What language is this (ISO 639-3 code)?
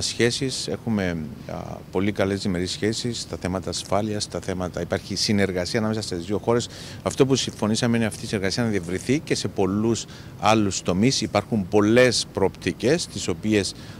ell